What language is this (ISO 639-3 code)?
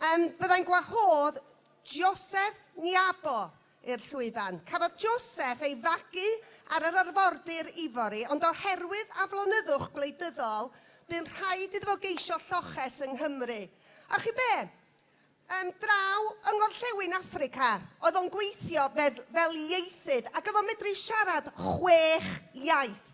cym